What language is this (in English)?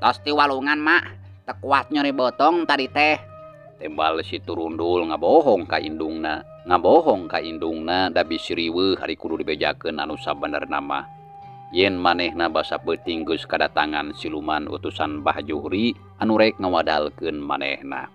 Sundanese